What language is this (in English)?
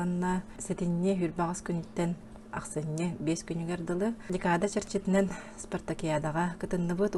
Yakut